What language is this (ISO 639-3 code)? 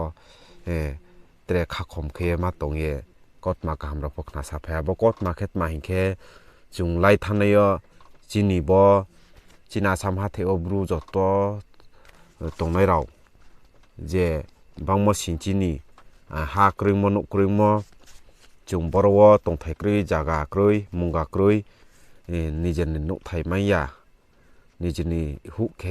ria